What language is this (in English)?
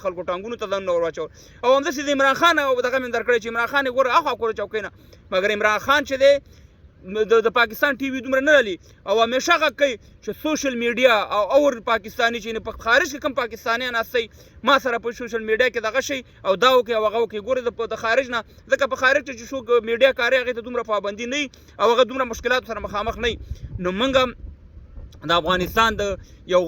Pashto